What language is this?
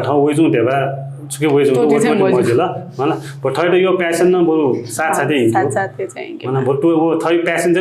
Newari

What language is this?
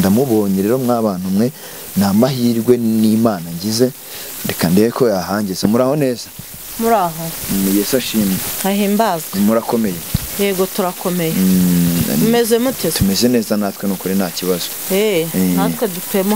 Kinyarwanda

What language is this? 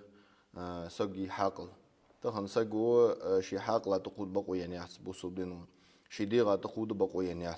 Ingush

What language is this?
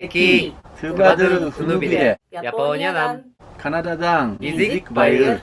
Tuvinian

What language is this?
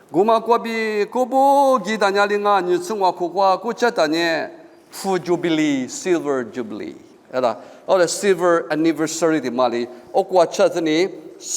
Lisu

